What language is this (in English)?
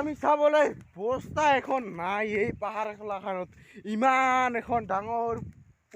Assamese